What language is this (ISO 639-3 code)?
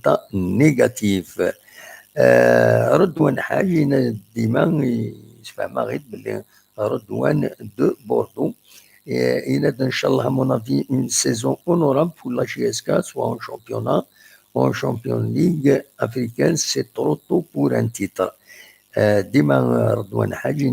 kab